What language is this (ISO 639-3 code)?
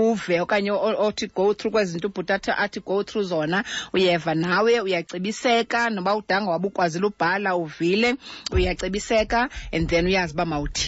xho